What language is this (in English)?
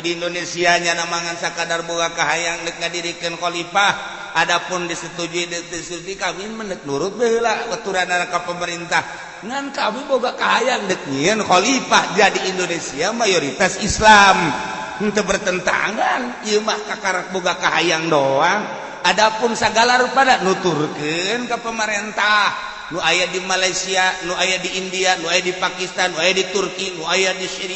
Sundanese